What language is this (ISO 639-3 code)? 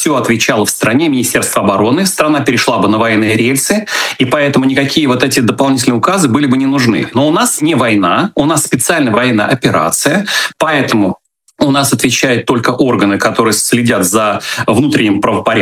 rus